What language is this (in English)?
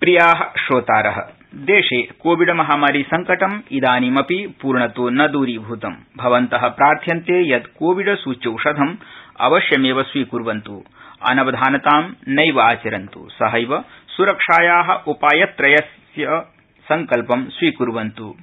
Sanskrit